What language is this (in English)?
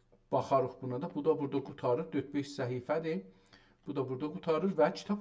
South Azerbaijani